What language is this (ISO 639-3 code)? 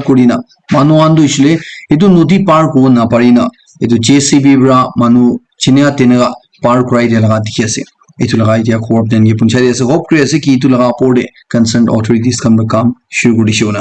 nag